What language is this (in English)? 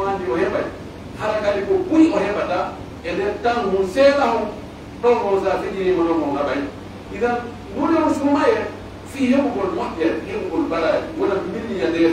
Pular